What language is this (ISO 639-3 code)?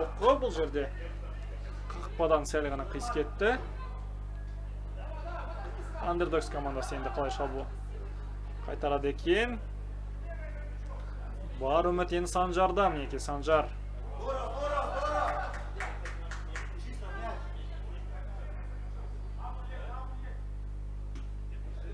kaz